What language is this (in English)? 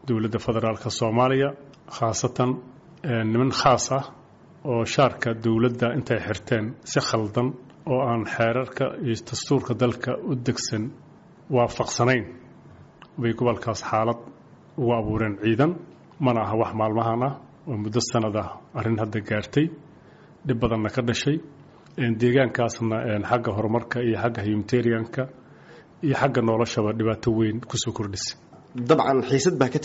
Somali